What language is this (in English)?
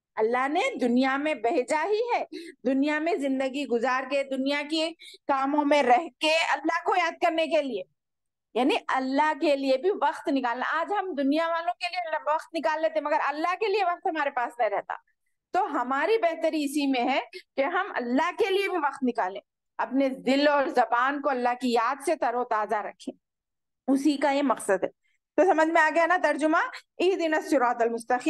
Urdu